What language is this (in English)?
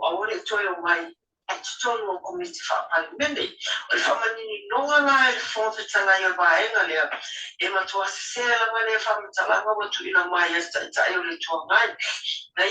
Samoan